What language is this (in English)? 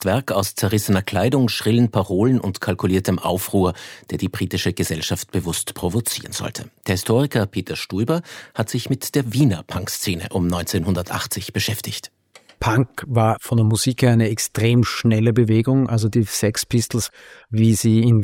German